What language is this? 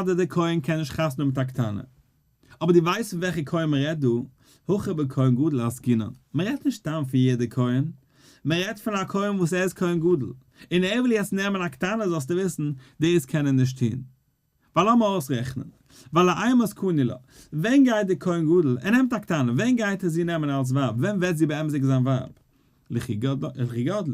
Yiddish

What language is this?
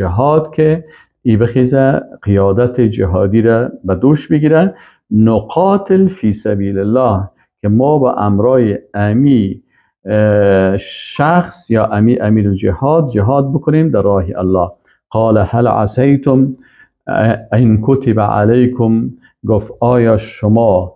Persian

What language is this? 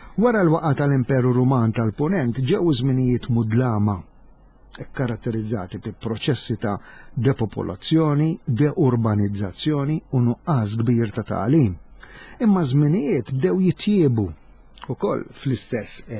Maltese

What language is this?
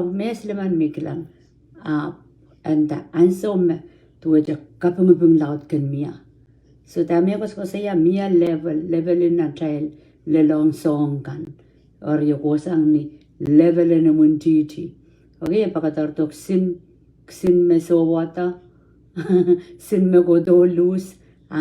Pohnpeian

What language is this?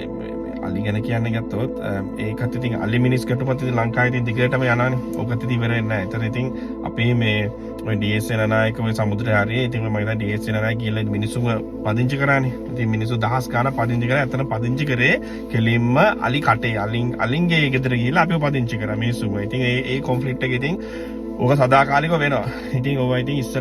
Sinhala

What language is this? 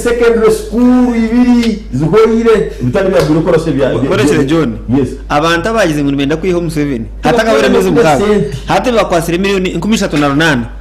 Nyankole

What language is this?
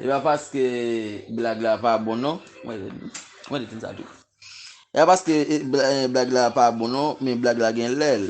Haitian Creole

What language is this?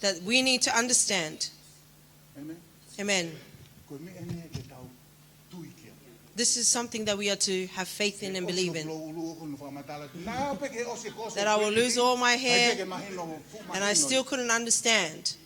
Tongan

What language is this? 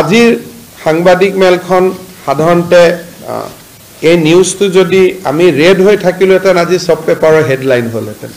Assamese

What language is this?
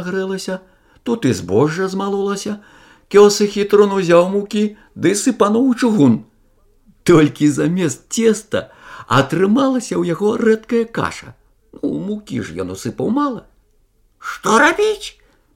Belarusian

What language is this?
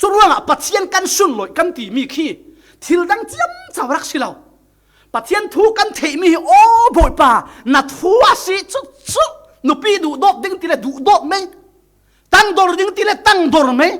Falam Chin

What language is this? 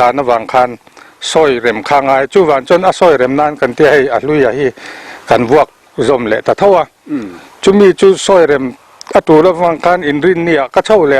Mizo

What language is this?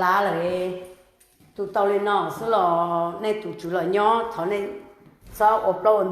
Hmong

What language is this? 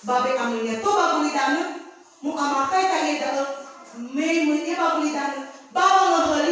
Nias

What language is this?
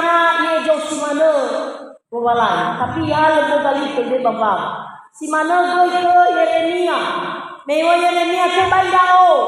Nias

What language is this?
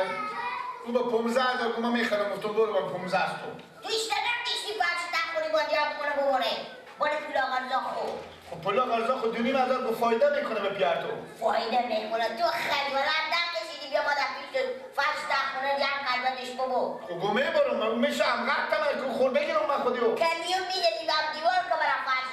Persian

